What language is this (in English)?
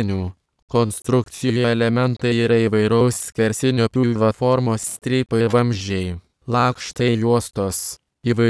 Lithuanian